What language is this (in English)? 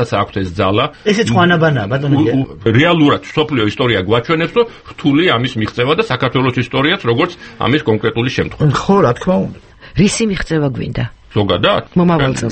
Georgian